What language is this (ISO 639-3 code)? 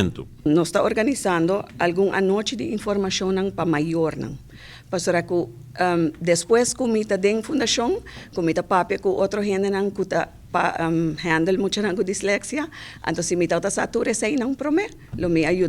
pap